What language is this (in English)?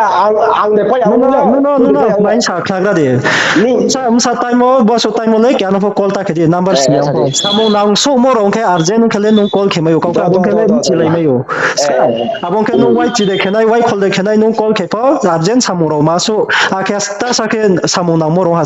Riang (India)